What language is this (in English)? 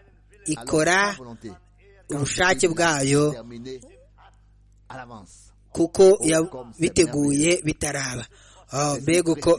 Kinyarwanda